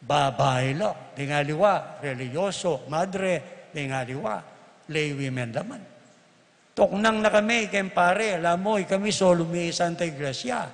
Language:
Pampanga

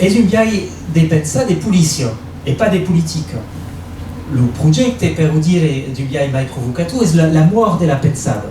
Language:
Occitan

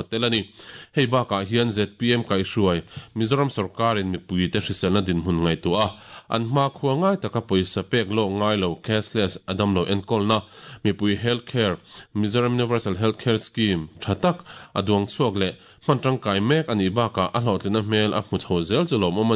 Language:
Mizo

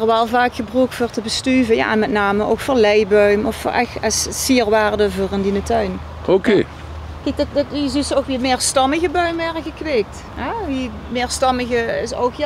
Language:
Limburgish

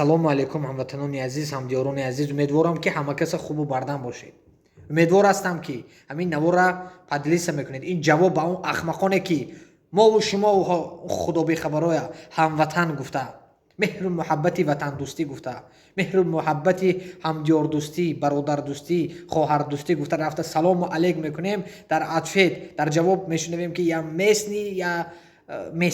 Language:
Tajik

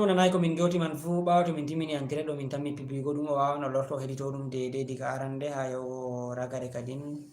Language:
Fula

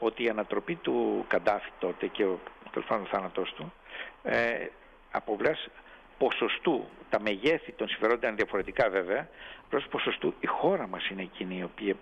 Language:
Greek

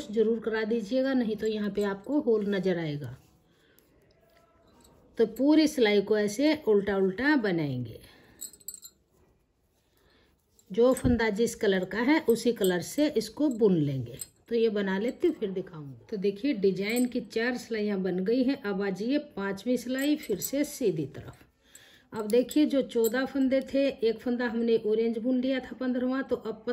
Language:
Hindi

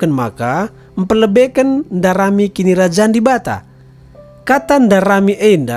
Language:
Batak Karo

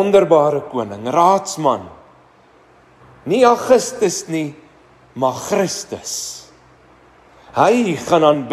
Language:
Afrikaans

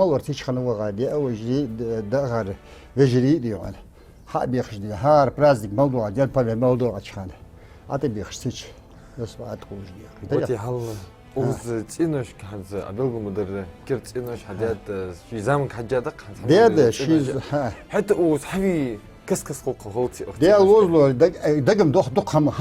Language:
Ingush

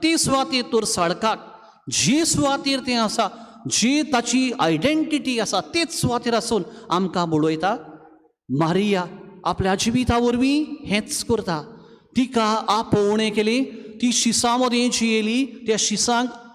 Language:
Konkani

